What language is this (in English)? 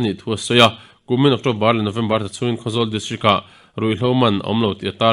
Mizo